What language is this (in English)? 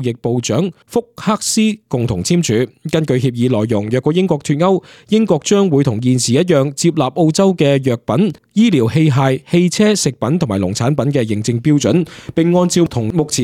Cantonese